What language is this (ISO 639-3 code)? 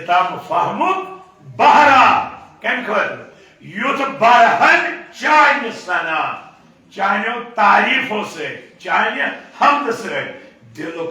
kas